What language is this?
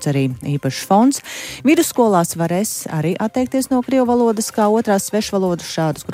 Latvian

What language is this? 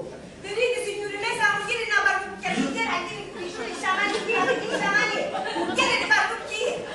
Sicilian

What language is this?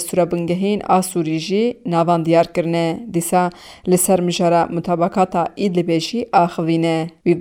Kurdish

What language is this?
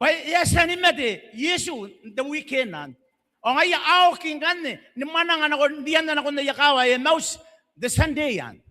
Gilbertese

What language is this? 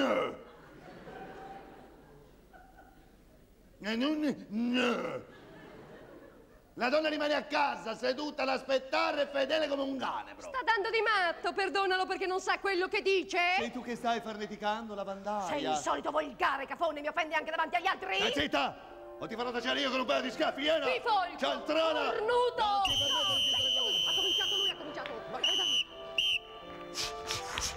Italian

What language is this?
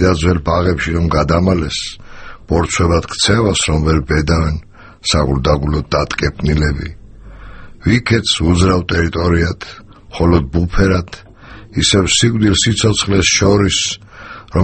Georgian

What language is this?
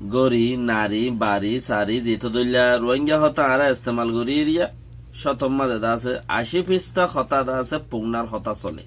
Rohingya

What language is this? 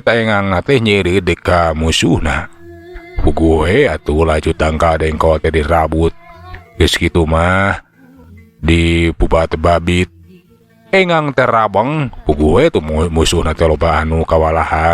Sundanese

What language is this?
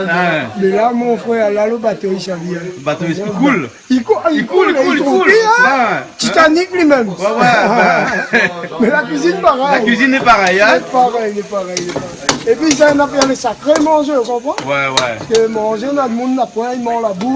Réunion Creole French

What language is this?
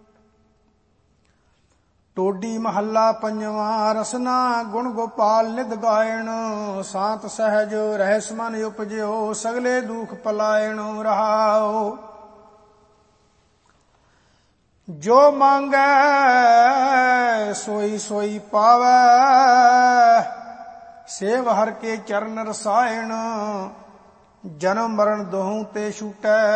Punjabi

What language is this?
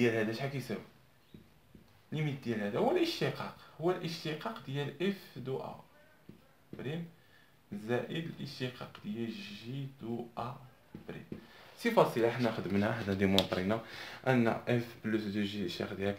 Moroccan Arabic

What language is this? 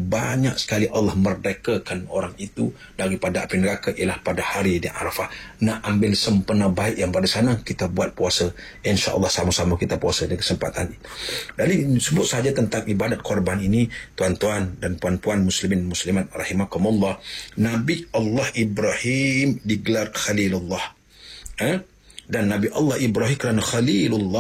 Malay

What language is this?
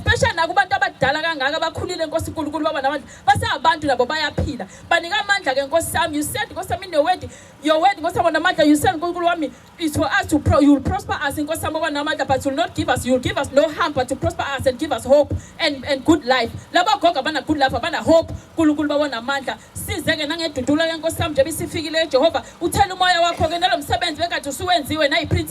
Zulu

